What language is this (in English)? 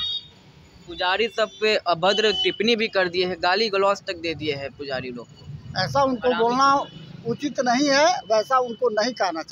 Hindi